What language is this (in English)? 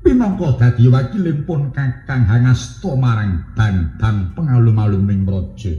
Javanese